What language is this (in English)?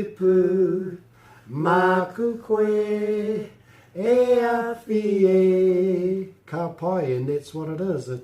Māori